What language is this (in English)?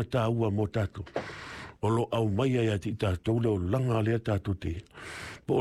Samoan